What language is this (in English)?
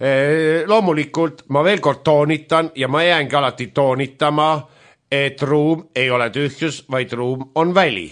Estonian